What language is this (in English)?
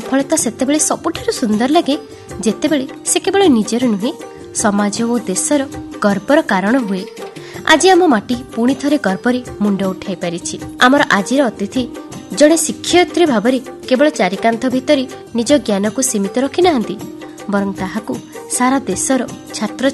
Odia